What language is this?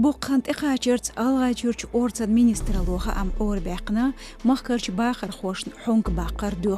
Chechen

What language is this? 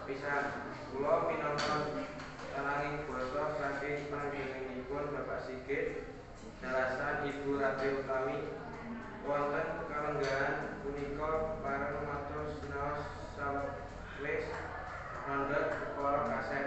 Javanese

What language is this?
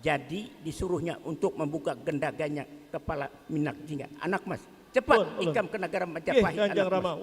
Banjar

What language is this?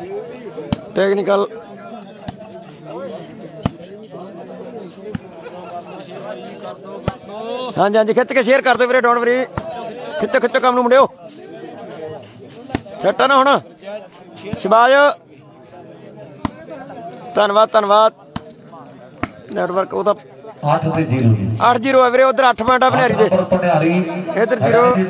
Punjabi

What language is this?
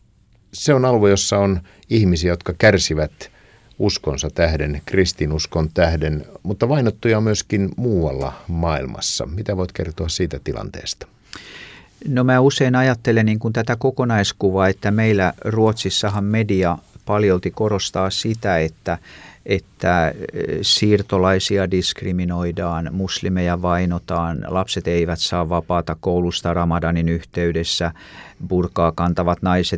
Finnish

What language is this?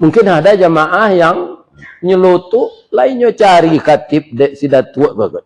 Minangkabau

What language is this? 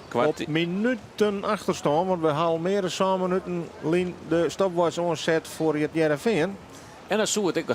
Western Frisian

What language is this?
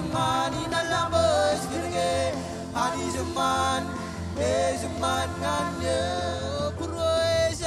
Marshallese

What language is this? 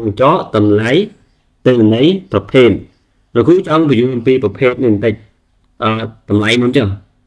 Khmer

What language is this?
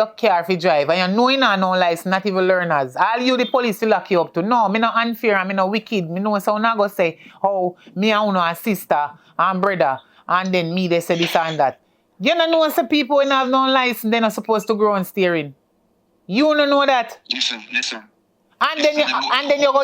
Jamaican Creole English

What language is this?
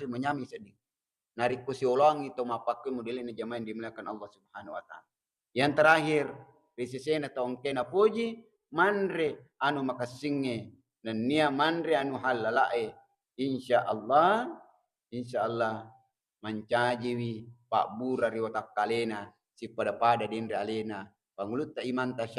Buginese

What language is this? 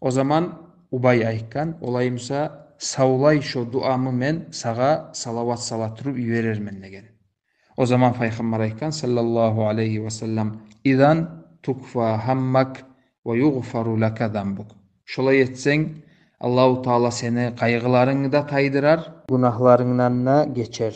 Kumyk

